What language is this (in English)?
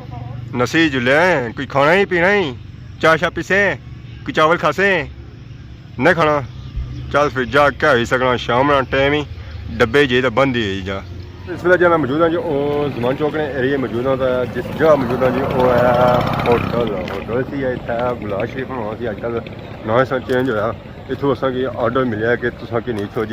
Pahari-Potwari